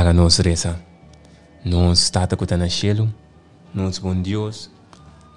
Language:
Papiamento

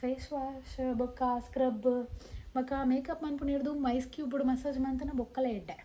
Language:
Tulu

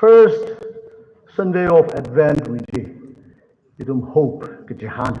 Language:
Tangkhul Naga (India)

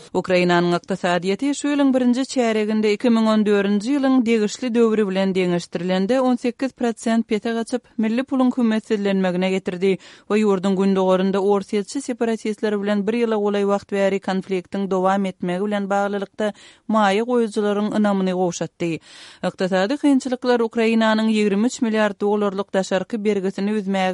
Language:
Kyrgyz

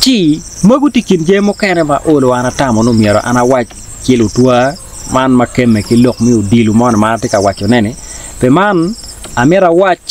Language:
Acoli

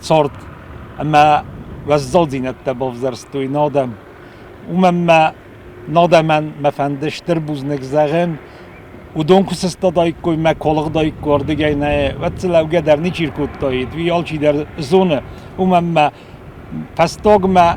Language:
Ossetic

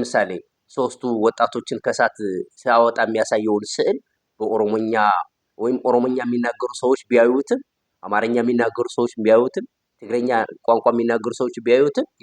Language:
Amharic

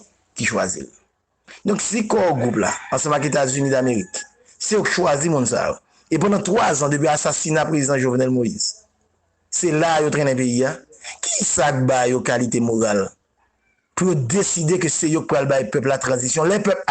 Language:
Haitian Creole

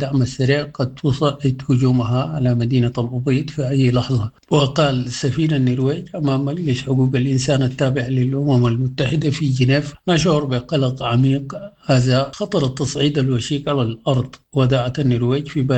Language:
Sudanese Arabic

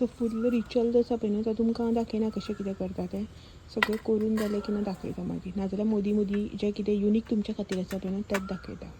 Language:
Konkani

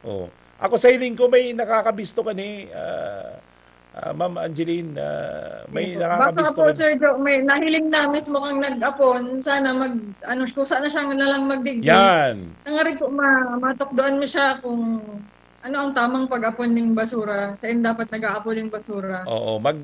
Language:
Bikol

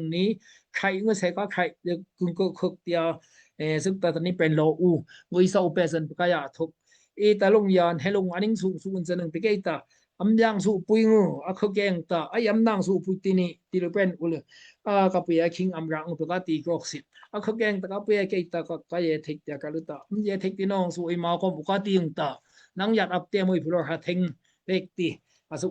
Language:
Daai Chin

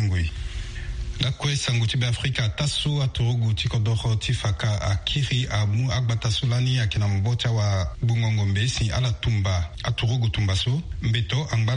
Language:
Sango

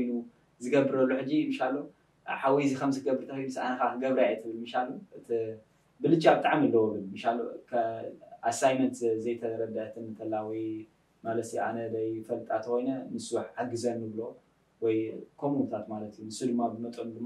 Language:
Tigrinya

